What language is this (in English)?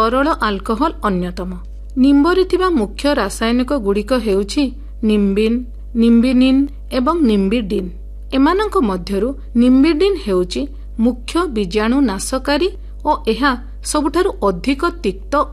Odia